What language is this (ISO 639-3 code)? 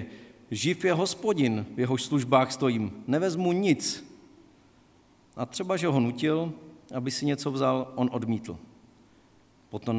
ces